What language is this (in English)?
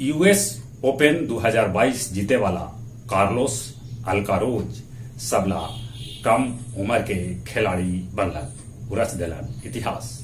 Magahi